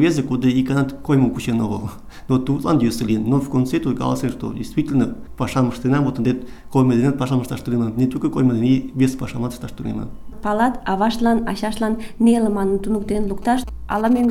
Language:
Mari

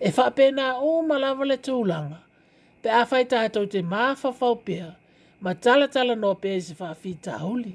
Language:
Samoan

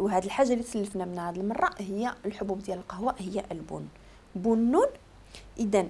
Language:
Moroccan Arabic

